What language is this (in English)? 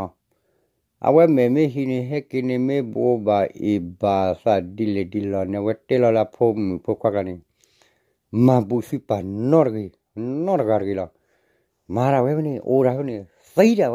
S'gaw Karen